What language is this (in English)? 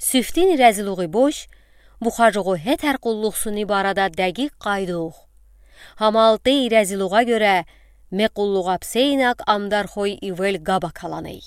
Udi